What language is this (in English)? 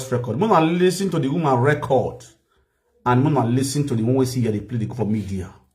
Nigerian Pidgin